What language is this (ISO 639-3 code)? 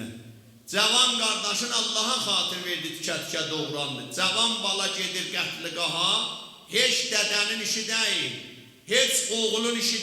azb